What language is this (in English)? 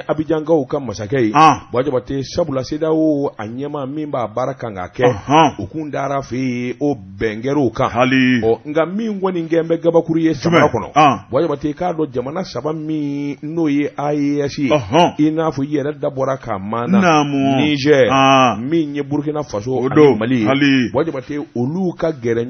Bambara